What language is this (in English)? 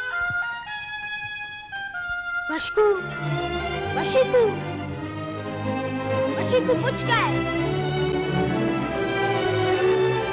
Czech